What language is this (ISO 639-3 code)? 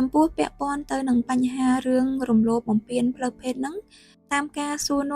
khm